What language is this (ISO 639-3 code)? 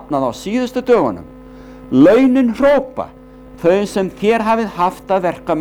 isl